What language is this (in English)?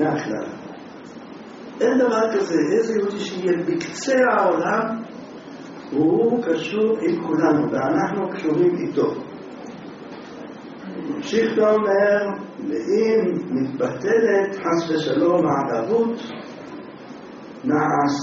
Hebrew